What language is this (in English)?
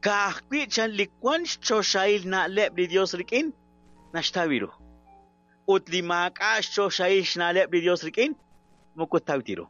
Kekchí